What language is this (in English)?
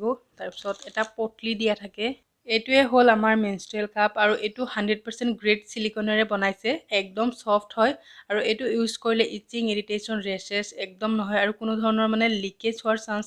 Assamese